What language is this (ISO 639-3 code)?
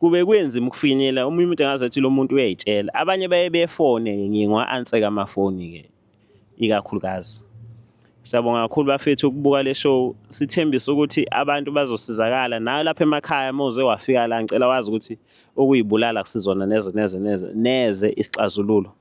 zul